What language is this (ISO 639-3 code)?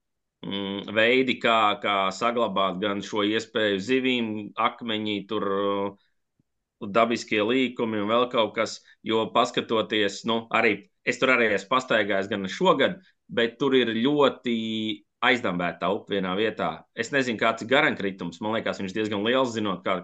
lav